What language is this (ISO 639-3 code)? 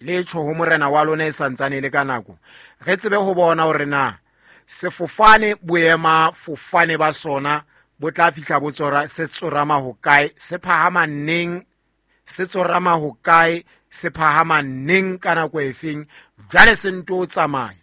sot